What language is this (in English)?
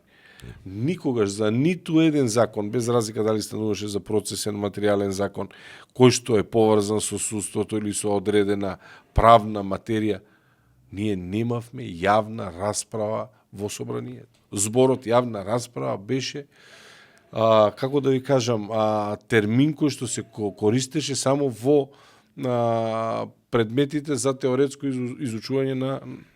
Macedonian